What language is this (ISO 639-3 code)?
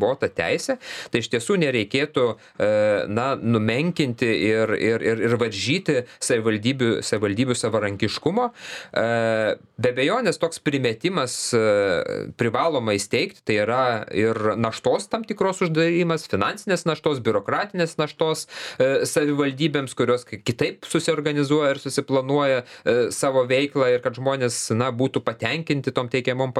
lit